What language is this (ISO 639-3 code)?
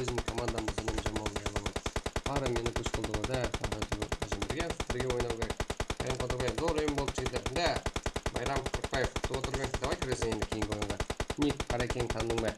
kaa